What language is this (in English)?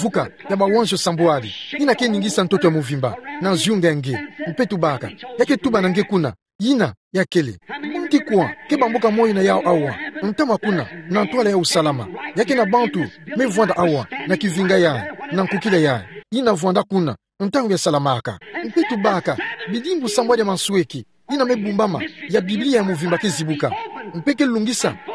Kituba (Democratic Republic of Congo)